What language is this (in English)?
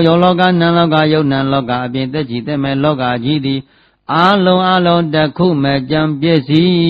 Burmese